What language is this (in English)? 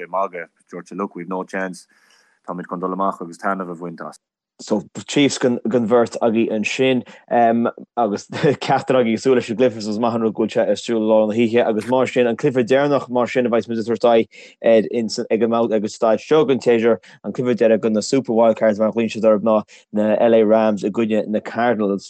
Irish